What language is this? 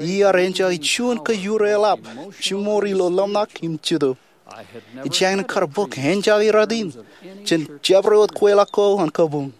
Marshallese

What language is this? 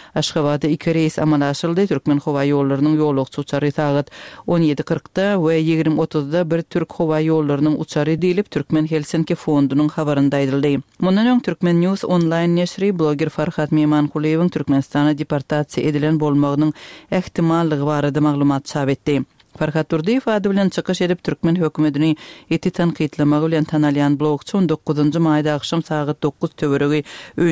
Turkmen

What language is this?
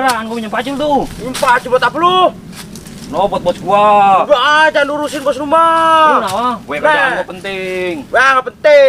Betawi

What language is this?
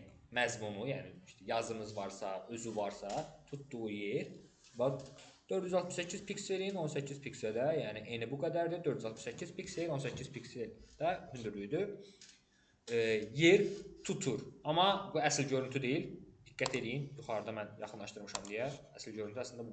Azerbaijani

